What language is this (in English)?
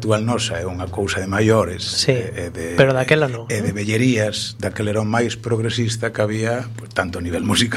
Galician